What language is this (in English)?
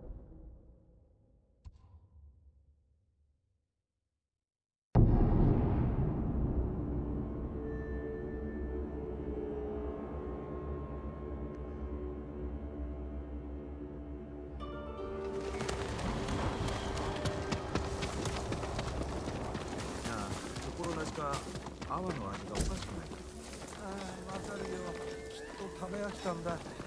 Japanese